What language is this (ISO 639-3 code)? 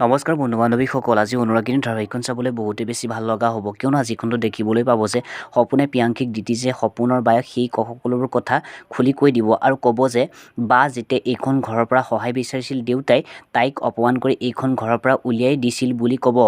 asm